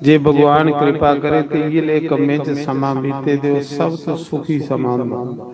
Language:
Dogri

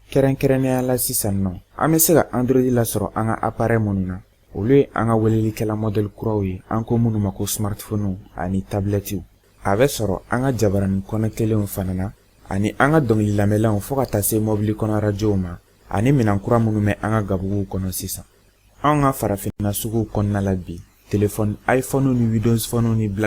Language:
Bambara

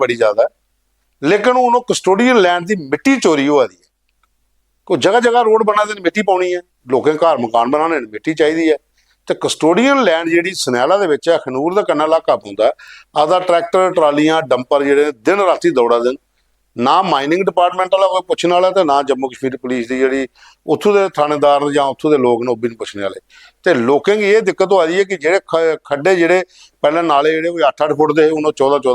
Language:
Dogri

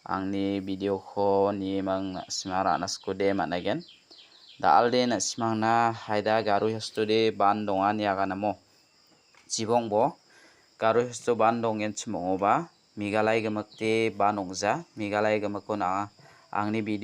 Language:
Garo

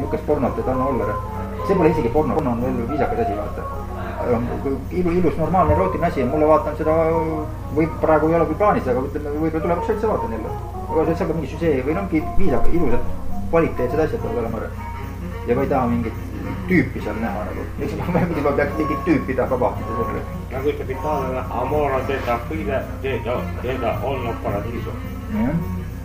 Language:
Estonian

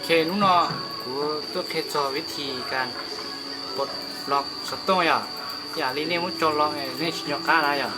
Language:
Hmong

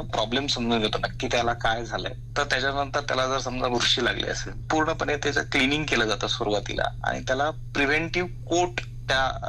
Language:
Marathi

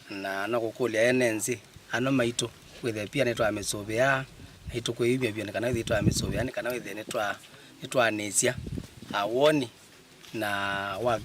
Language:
Kamba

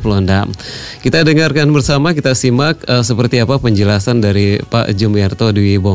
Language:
Indonesian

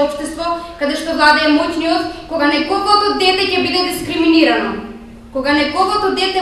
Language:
Macedonian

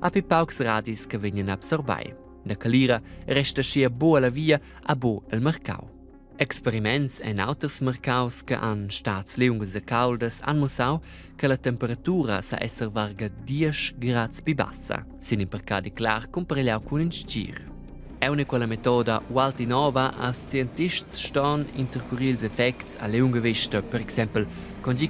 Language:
Romansh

